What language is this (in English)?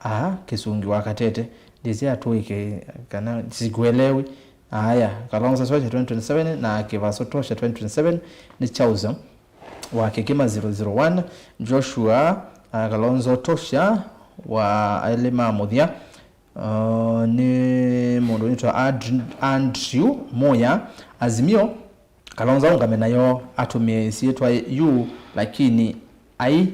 Kamba